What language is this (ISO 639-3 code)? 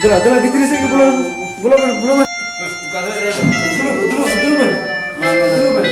sat